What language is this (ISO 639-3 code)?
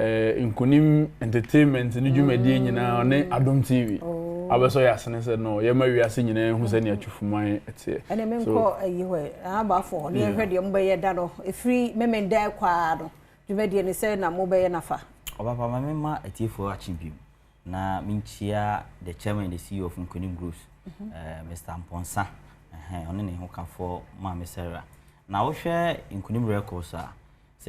aka